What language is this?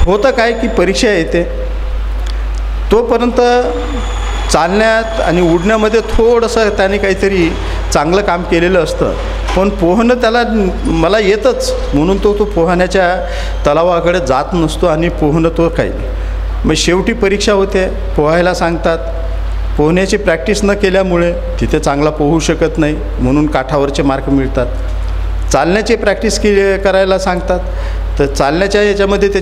Marathi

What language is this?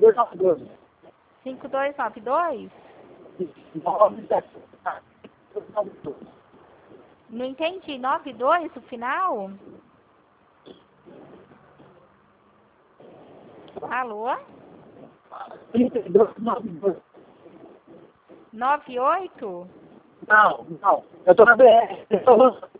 Portuguese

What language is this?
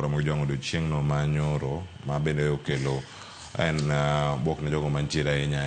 Luo (Kenya and Tanzania)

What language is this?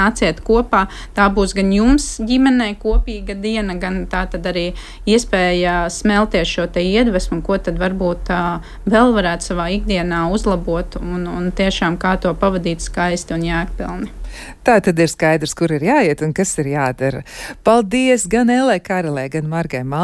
Latvian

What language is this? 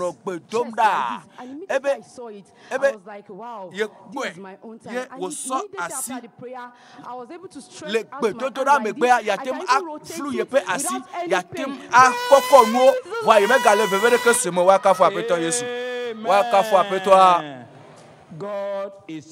Ewe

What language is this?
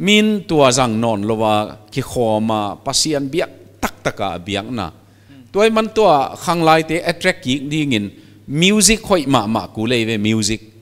Paite Chin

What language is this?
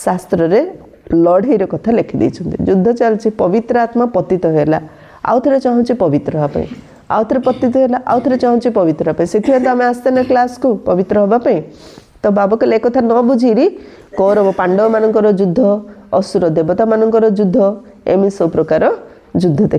Odia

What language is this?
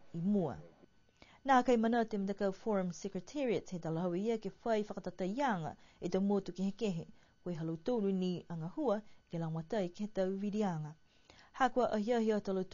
Niuean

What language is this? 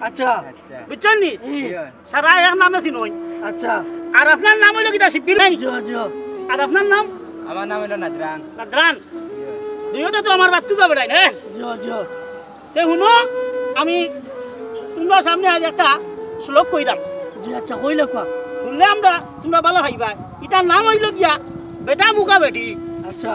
Sylheti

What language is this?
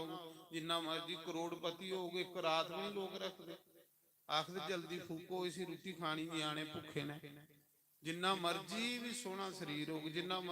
Dogri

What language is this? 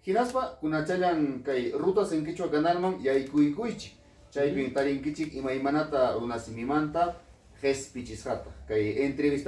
Ayacucho Quechua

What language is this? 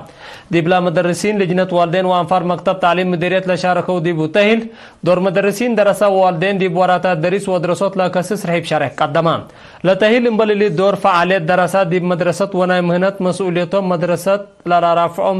Tigre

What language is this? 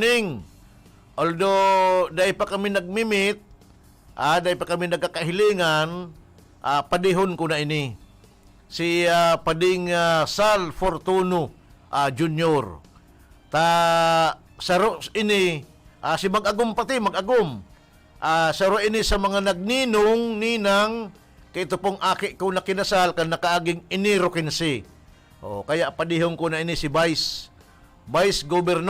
Bikol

